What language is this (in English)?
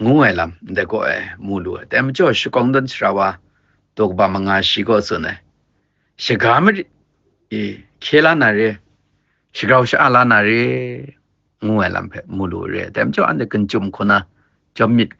Kachin